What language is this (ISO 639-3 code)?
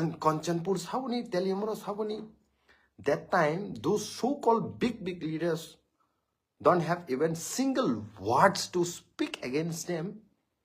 trp